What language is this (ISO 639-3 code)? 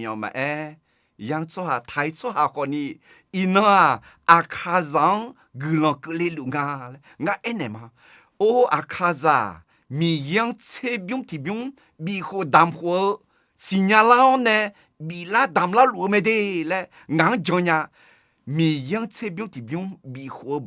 ahk